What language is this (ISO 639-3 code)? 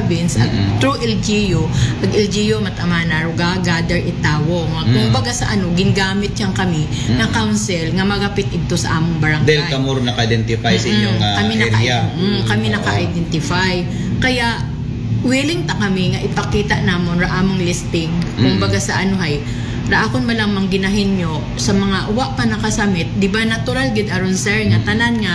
akl